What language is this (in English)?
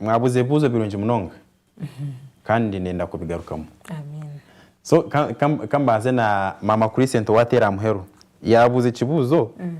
Nyankole